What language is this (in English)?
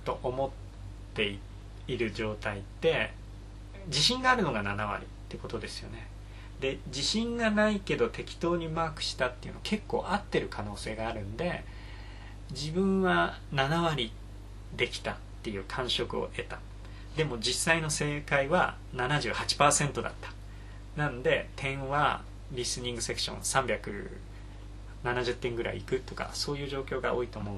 Japanese